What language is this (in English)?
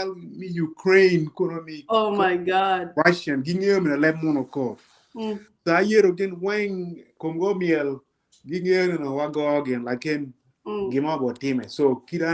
Acoli